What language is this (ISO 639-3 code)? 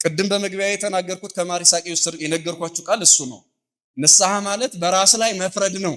amh